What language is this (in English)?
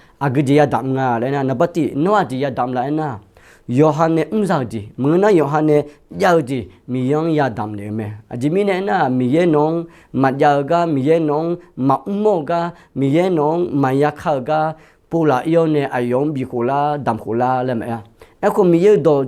Akha